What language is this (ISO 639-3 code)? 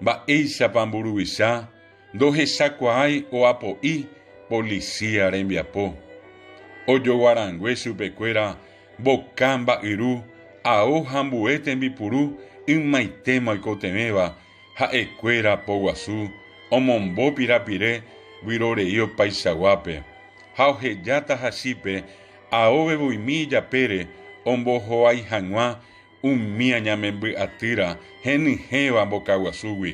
grn